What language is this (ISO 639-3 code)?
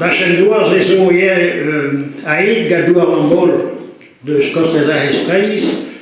bre